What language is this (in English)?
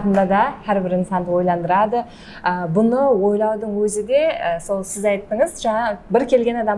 Kara-Kalpak